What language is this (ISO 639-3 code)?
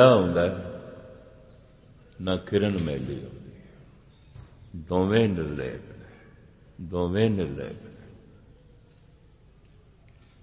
pan